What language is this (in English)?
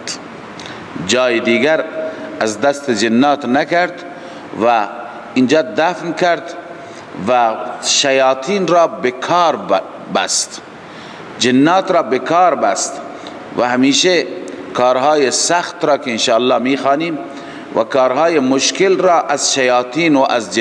Persian